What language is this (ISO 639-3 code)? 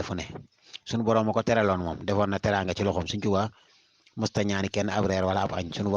wol